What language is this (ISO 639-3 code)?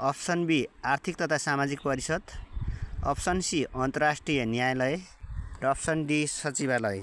nep